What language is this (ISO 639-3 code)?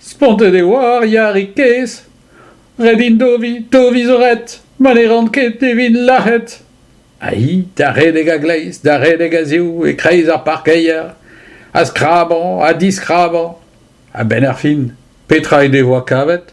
bre